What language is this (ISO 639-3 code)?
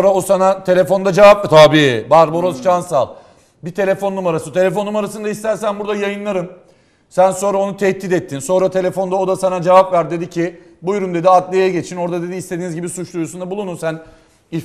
tur